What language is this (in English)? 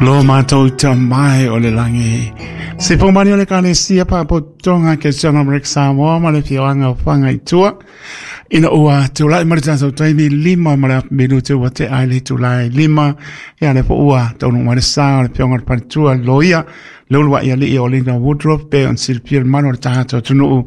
Samoan